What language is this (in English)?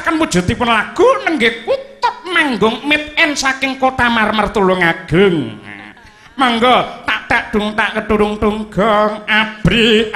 Javanese